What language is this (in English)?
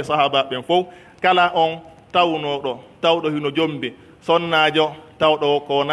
Pular